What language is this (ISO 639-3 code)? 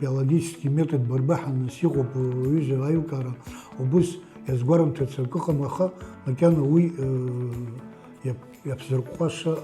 abk